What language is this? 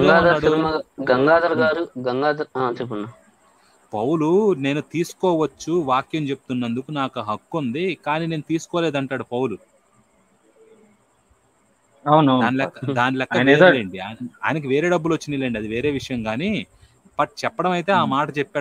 Telugu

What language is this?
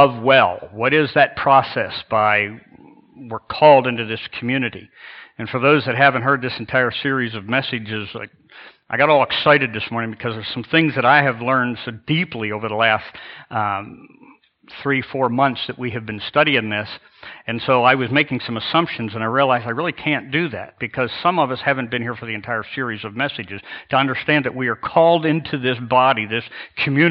English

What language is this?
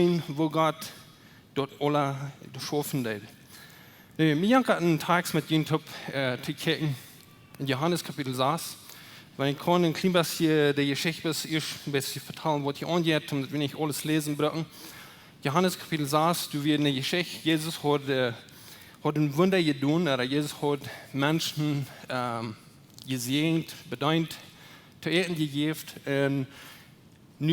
Plautdietsch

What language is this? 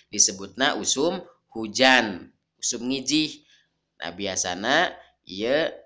Sundanese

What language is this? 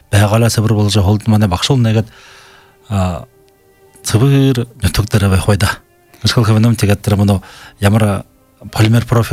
Belarusian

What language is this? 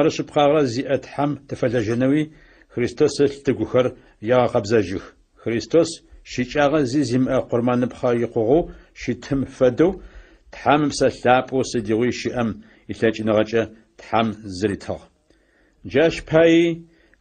Adyghe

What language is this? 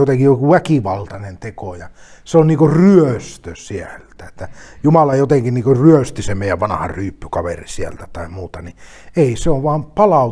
Finnish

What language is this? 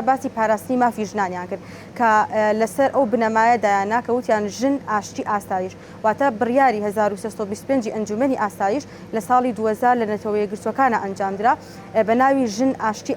Central Kurdish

